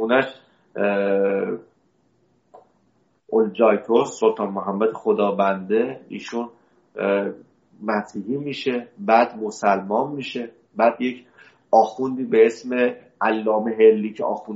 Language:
Persian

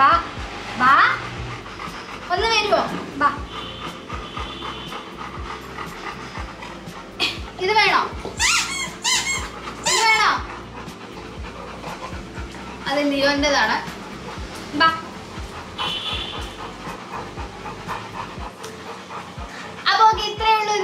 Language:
Malayalam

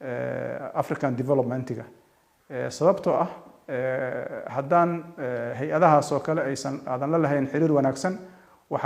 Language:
Somali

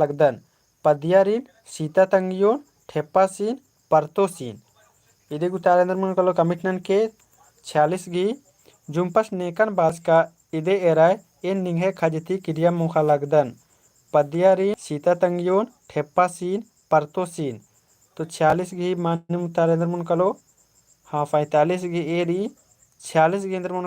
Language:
Kurukh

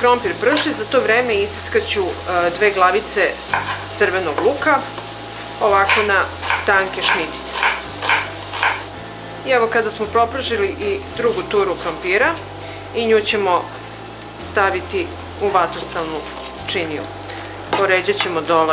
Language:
Serbian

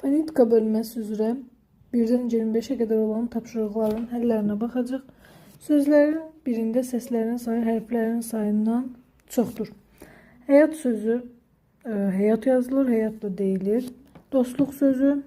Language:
Azerbaijani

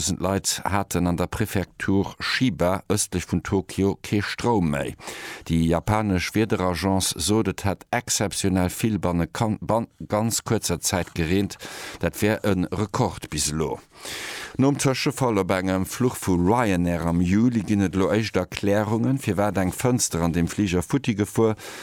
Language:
Luxembourgish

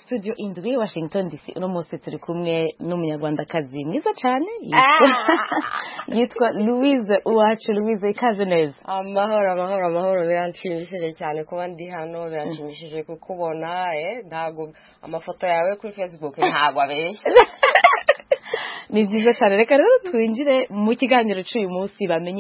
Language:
Kinyarwanda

